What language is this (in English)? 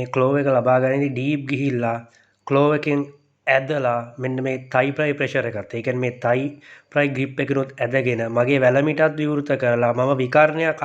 Sinhala